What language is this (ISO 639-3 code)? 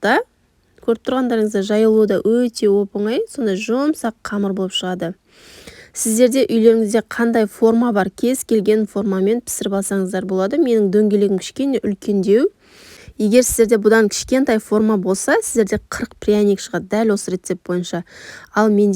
kaz